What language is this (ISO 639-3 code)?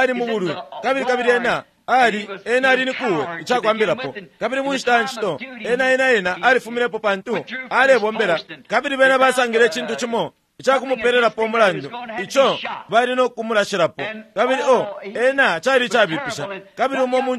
bem